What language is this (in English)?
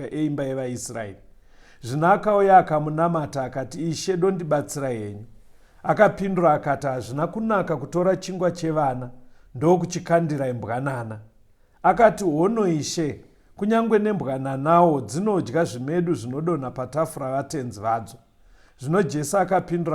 Shona